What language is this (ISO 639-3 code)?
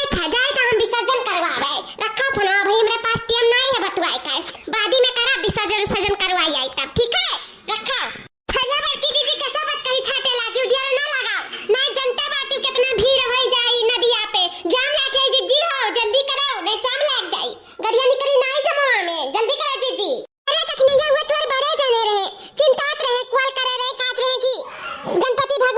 awa